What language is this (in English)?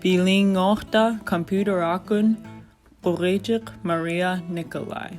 Central Yupik